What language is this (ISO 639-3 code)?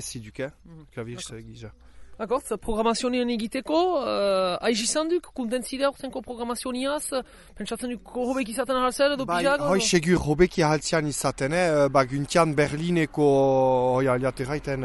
eus